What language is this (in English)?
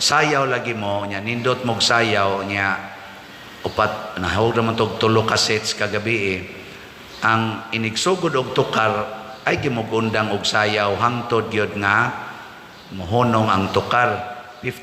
Cebuano